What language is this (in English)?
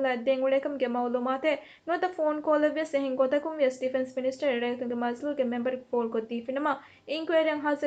Divehi